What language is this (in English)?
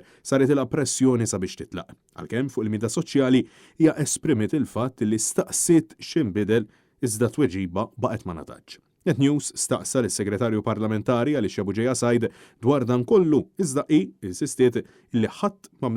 Maltese